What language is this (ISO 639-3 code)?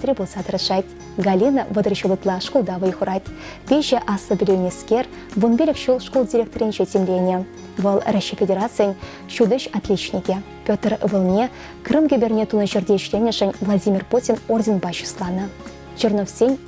chv